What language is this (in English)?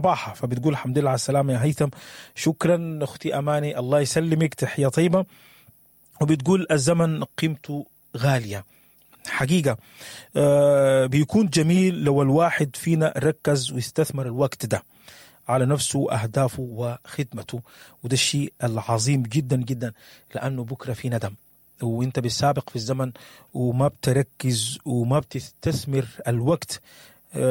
Sudanese Arabic